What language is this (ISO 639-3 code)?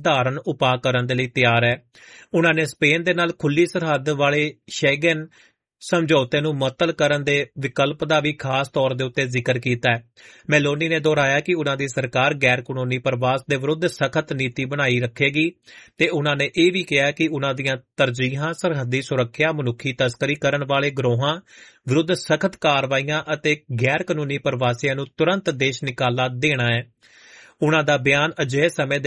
pan